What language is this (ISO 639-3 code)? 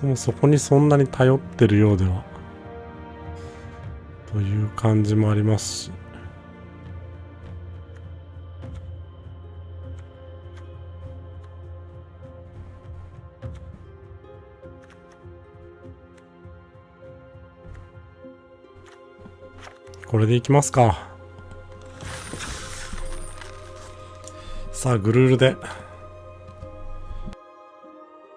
jpn